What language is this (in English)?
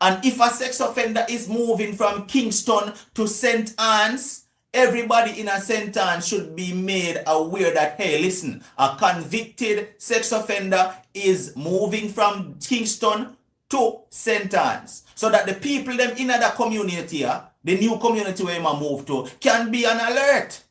Jamaican Creole English